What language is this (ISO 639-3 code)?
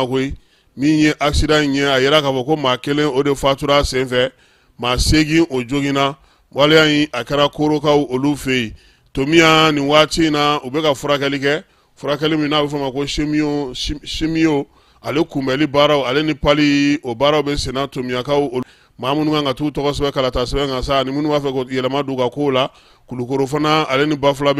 bam